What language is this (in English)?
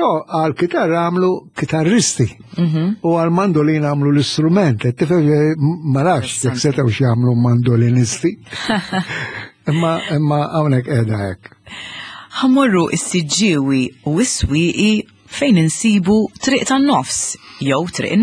Maltese